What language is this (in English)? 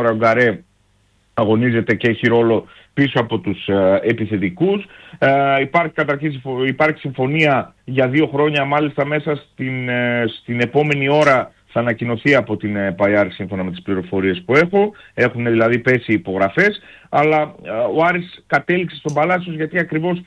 Greek